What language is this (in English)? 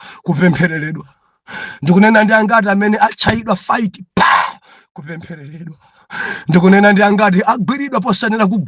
Nyanja